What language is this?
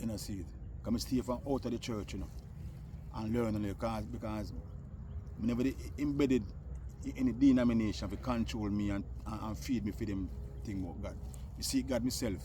Jamaican Creole English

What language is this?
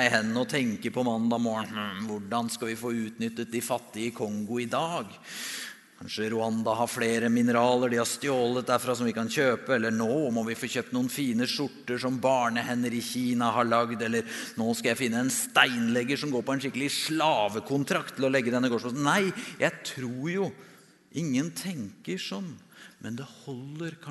Norwegian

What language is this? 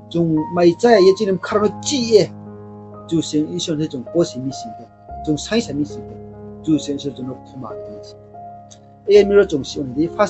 Riang (India)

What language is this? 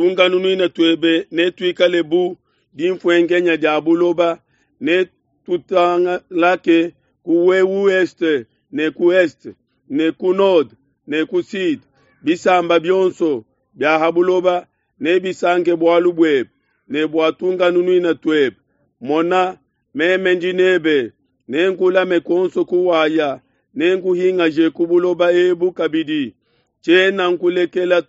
Luba-Lulua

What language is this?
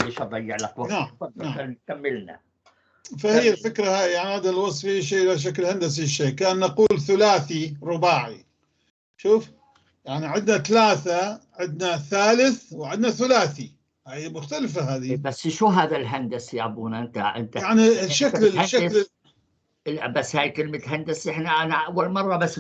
North Levantine Arabic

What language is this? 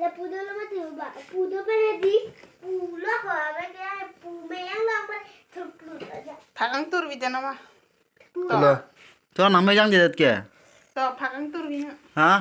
Karbi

